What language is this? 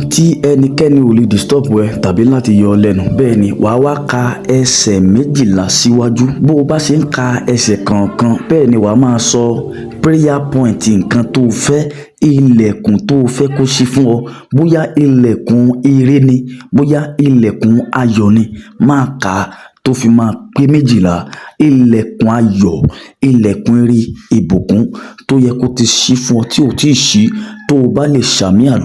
Yoruba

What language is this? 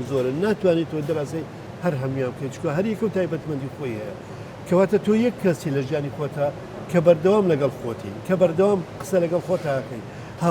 Central Kurdish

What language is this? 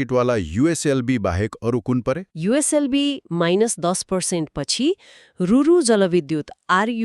Nepali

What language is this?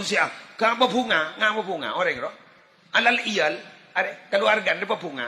Madurese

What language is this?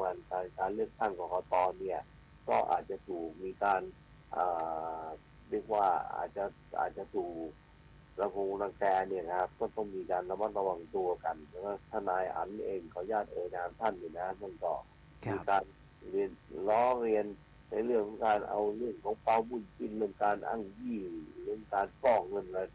Thai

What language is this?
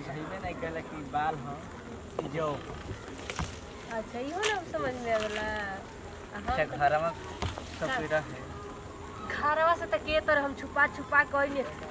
Bhojpuri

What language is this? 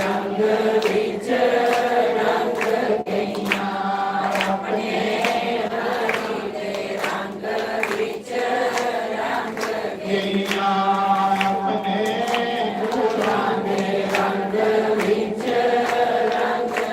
Dogri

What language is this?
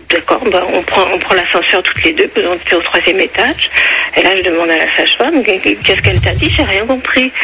French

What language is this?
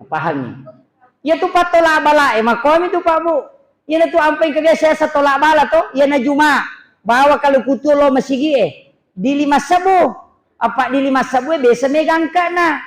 Buginese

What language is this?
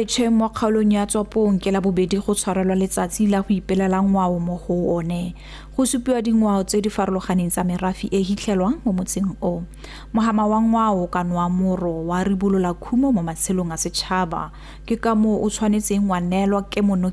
Tswana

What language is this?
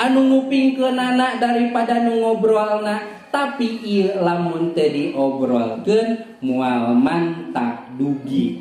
Sundanese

